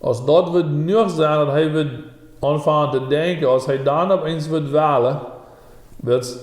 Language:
Plautdietsch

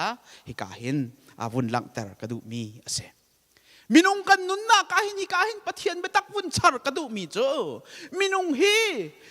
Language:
Hakha Chin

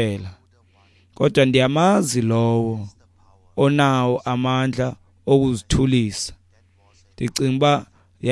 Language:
Xhosa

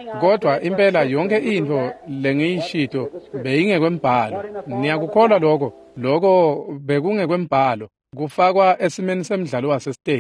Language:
Swati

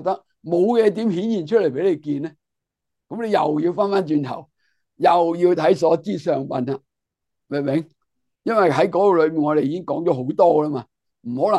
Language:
Cantonese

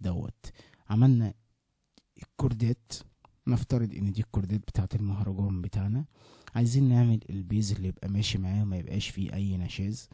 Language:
Egyptian Arabic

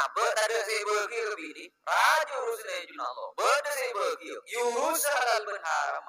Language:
Madurese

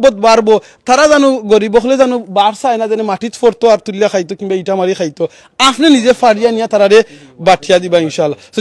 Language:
Sylheti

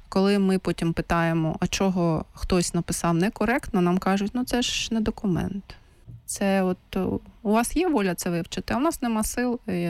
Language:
Ukrainian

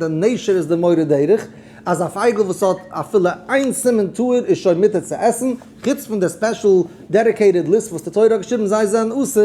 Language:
Yiddish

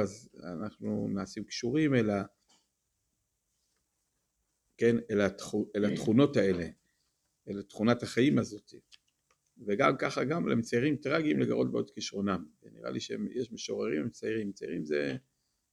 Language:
Hebrew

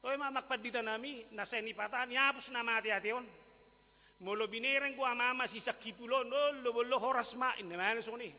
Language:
Batak Toba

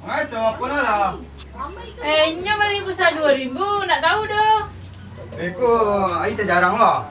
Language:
Minangkabau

